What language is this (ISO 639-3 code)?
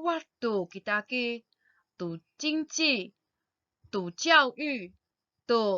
ami